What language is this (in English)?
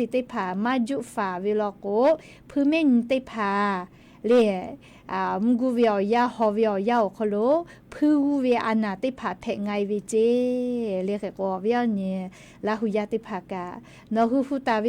Lahu